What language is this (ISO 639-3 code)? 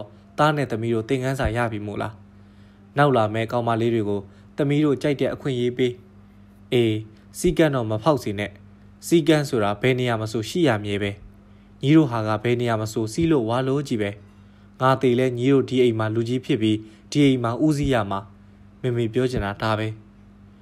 mya